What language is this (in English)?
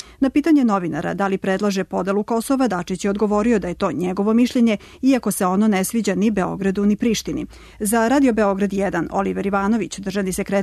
Serbian